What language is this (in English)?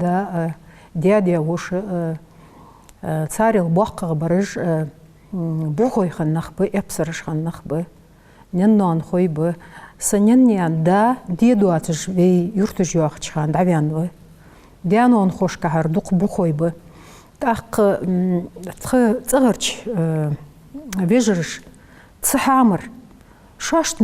Ingush